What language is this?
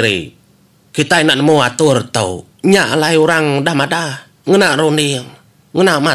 Iban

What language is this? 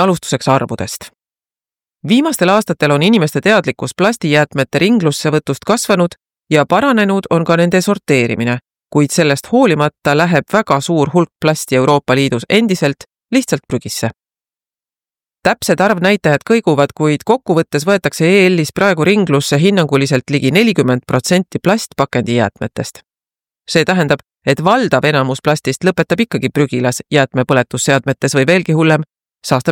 Estonian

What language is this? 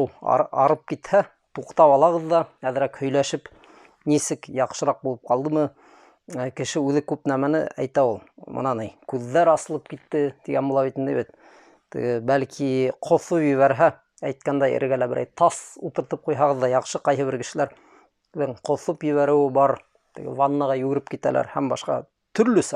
Bashkir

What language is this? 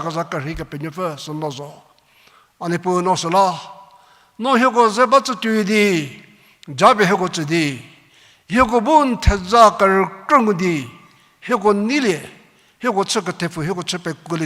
Angami Naga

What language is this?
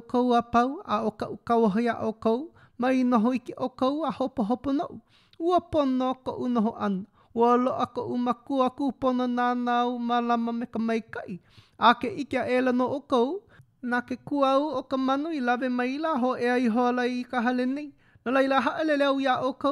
Hawaiian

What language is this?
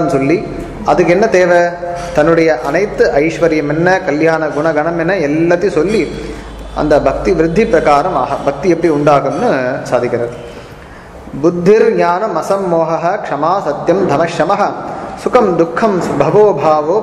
Tamil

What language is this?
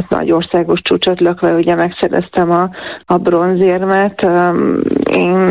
Hungarian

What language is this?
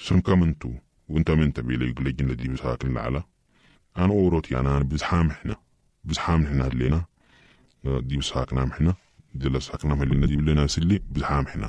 Sudanese Arabic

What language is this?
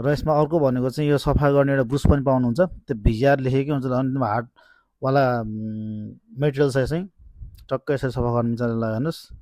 Nepali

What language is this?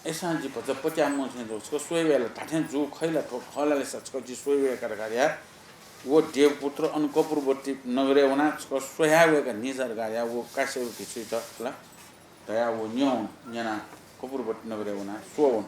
Newari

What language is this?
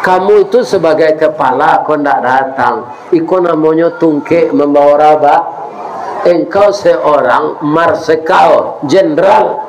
Minangkabau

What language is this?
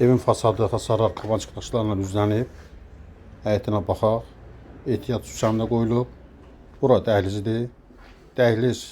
Azerbaijani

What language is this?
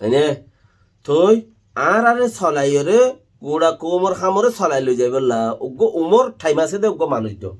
Rohingya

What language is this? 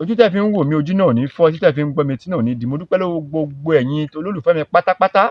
Yoruba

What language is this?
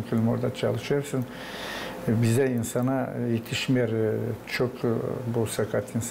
Gagauz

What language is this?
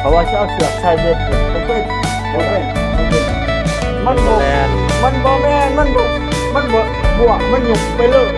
Northeastern Thai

